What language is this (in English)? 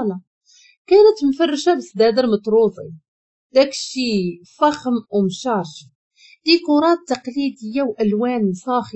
Moroccan Arabic